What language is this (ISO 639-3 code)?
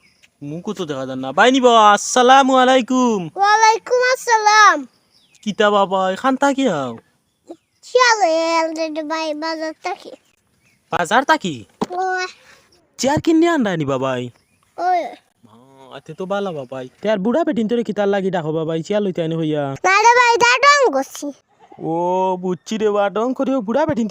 syl